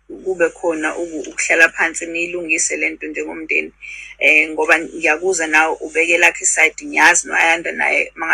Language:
Zulu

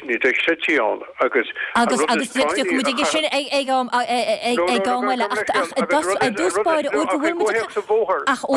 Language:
Irish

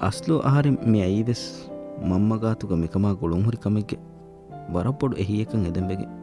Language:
Divehi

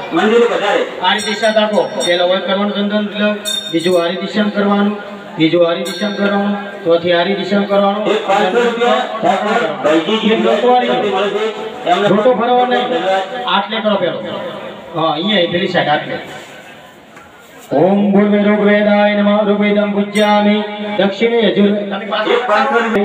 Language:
Gujarati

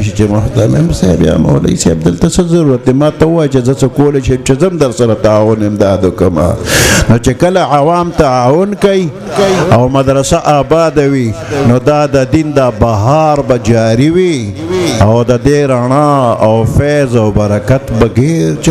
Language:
Pashto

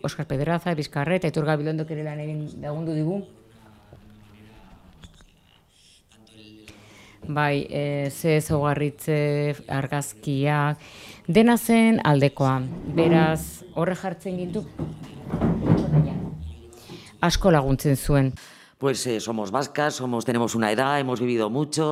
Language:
Basque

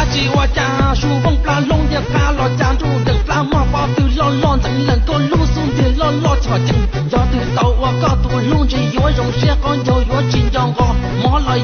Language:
Hmong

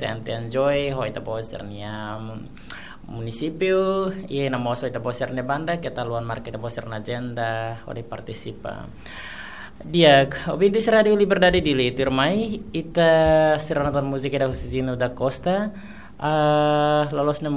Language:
Tetum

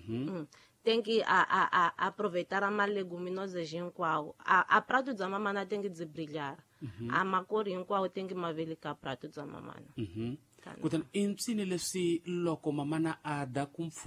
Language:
Tsonga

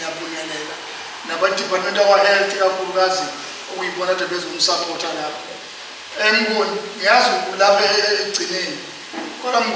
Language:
Zulu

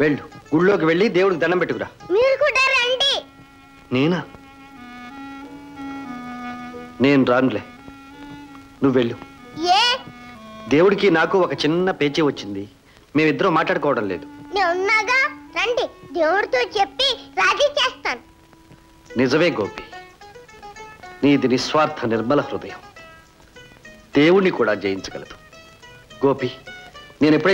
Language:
Telugu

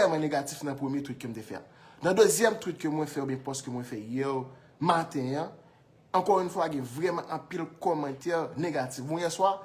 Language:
Haitian Creole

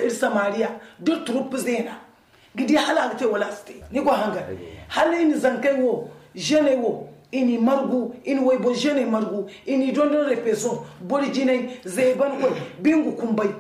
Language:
Zarma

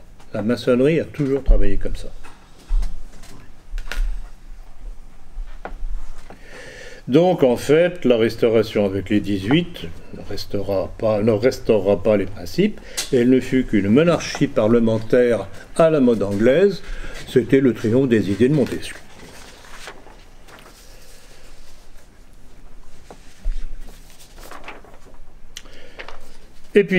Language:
French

